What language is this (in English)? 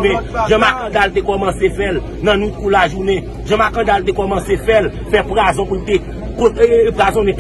Haitian Creole